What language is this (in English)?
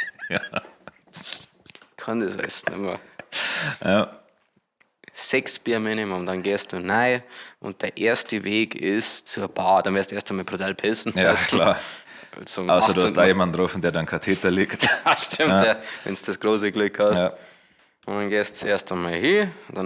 Bavarian